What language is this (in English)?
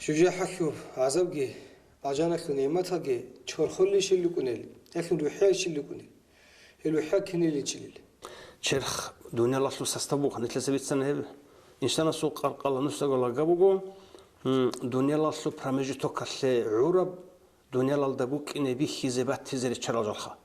Avaric